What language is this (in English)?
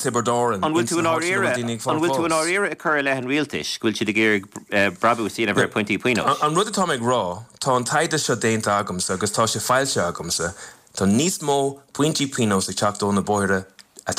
Irish